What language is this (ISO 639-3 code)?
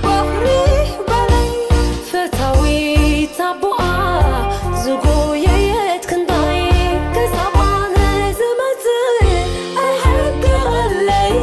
tir